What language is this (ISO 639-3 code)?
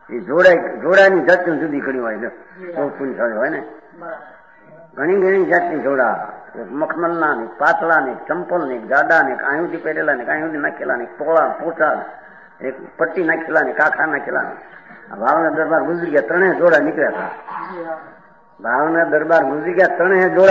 guj